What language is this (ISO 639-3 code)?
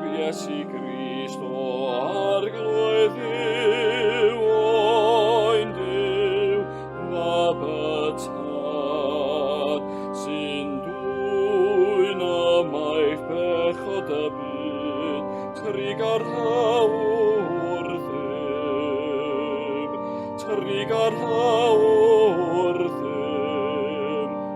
cym